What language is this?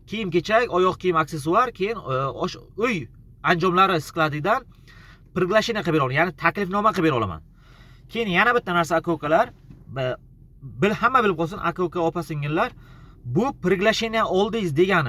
Uzbek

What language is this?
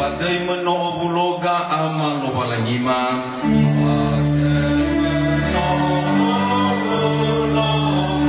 Nias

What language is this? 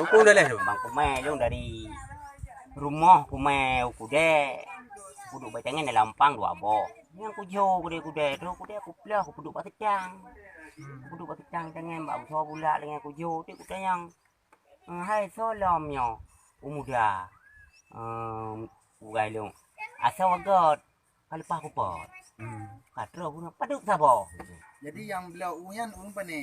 Achinese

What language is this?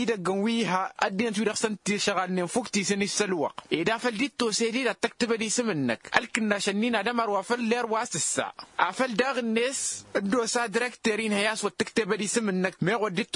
Tamasheq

